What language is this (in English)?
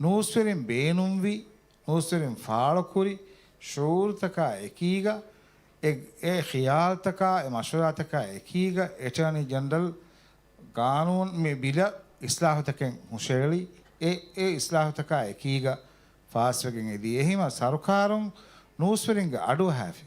Divehi